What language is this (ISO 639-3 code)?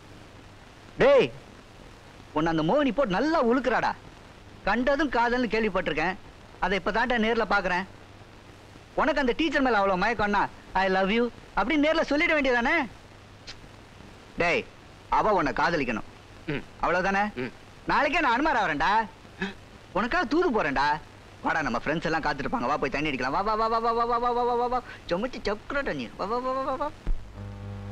tam